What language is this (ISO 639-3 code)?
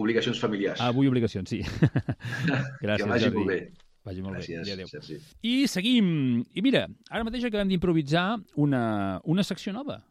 cat